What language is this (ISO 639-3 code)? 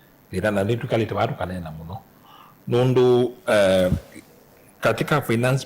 kam